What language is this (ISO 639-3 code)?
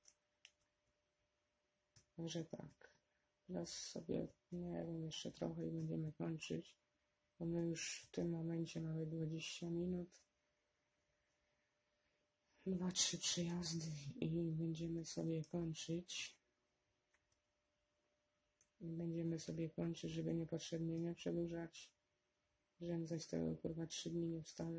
pol